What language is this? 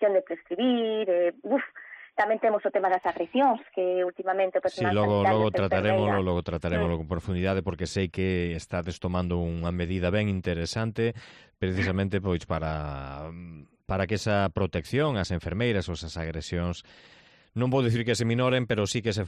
Galician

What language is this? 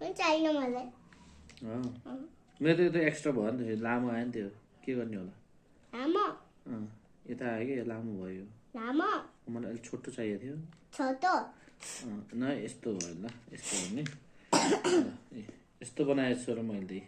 Nepali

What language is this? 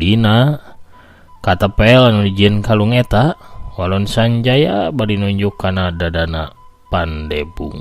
Sundanese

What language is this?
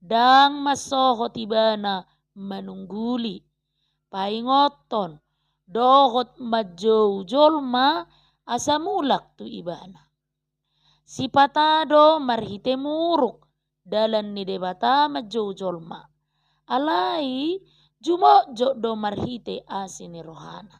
Batak Toba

